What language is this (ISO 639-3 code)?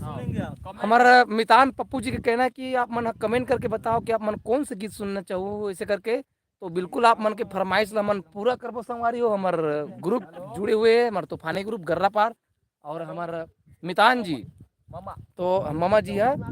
hne